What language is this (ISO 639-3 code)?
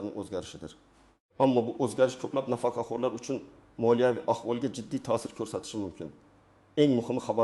uzb